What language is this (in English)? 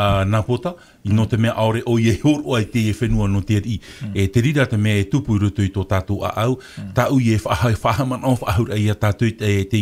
Tahitian